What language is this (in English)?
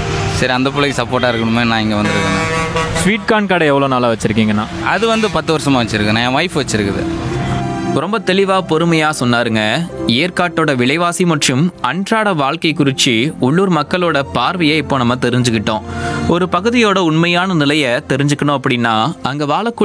Tamil